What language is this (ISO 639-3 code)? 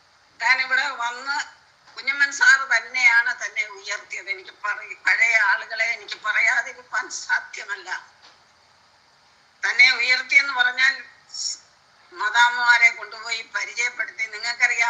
mal